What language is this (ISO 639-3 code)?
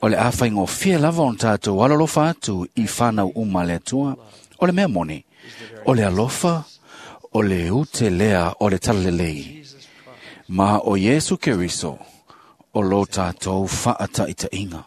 smo